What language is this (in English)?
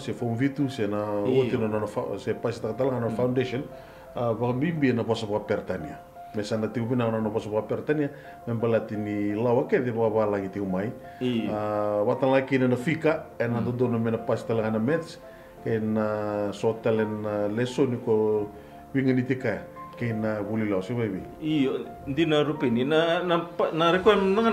Fijian